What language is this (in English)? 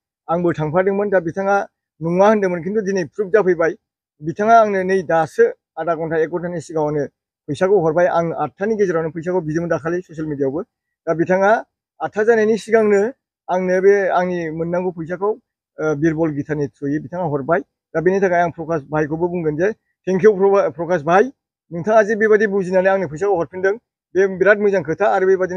Bodo